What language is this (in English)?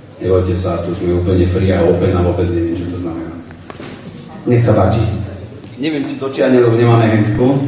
Slovak